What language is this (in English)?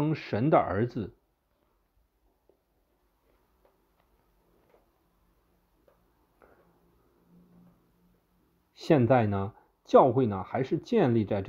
Chinese